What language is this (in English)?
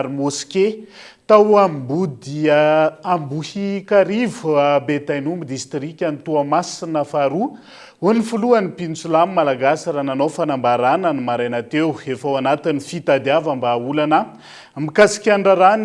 Malagasy